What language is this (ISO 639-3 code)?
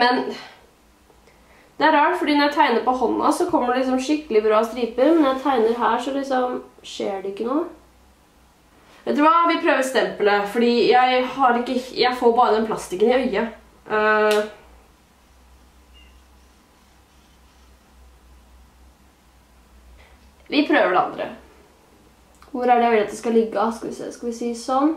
nor